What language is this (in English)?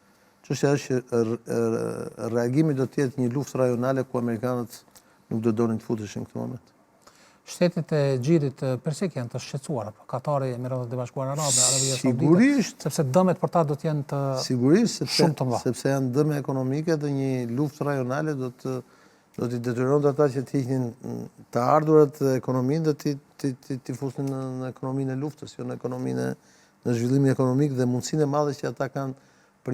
Albanian